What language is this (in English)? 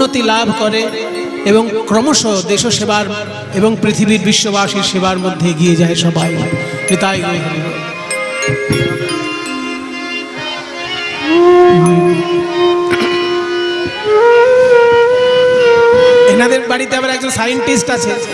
Bangla